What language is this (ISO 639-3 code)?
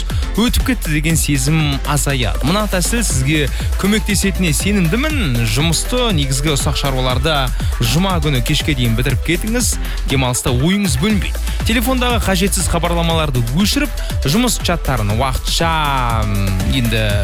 kaz